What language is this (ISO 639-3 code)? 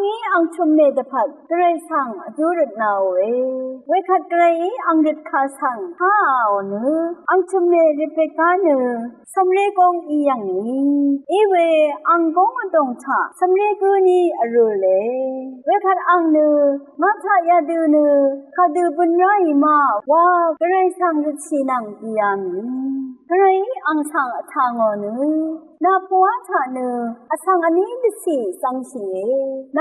raw